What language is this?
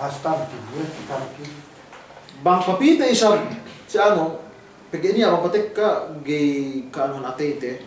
Yakan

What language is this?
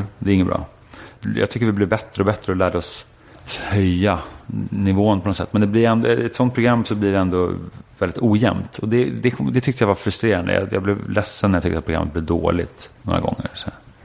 Swedish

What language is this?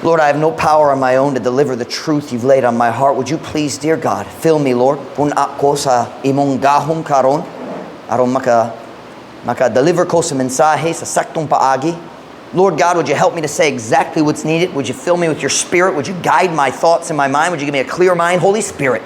Cebuano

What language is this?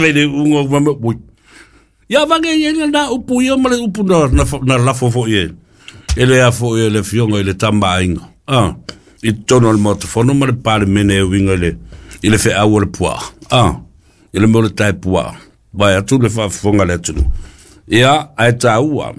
Samoan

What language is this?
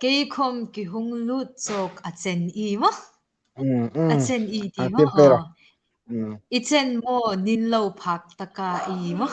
Hmar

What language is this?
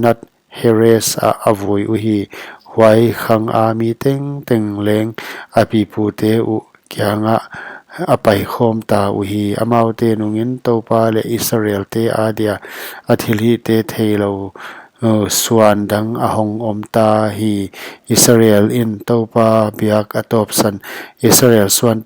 Paite Chin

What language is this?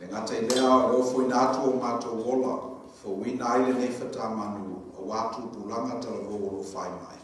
Samoan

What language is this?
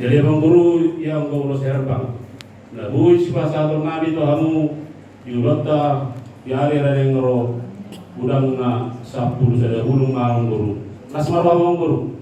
Batak Toba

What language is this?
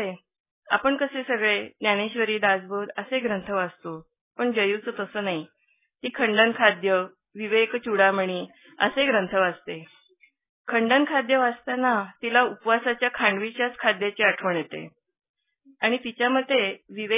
Marathi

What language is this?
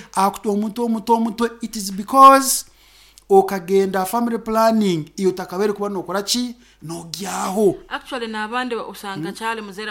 Nyankole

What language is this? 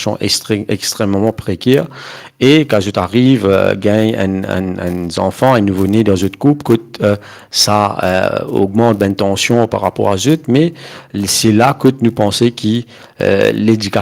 Morisyen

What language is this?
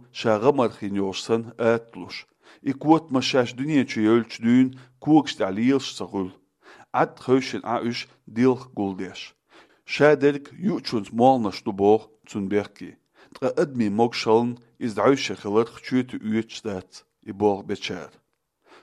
Chechen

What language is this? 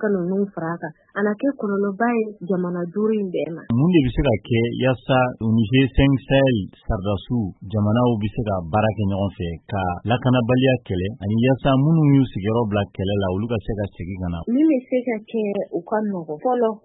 Bambara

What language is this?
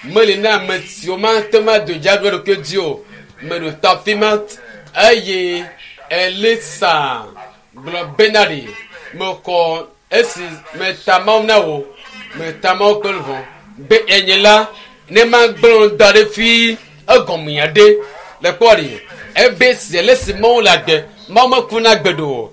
Ewe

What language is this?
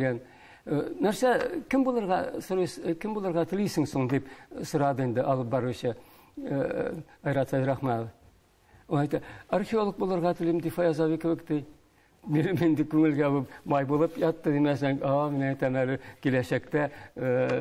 Tatar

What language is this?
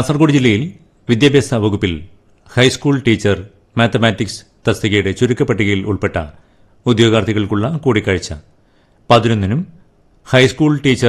Malayalam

